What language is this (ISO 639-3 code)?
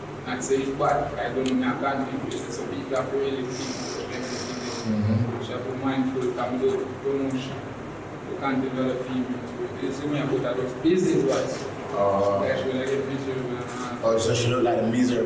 jam